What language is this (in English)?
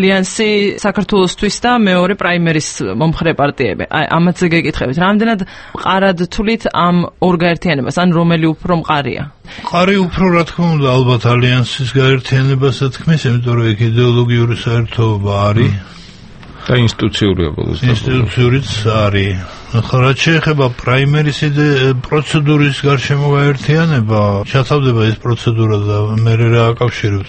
Georgian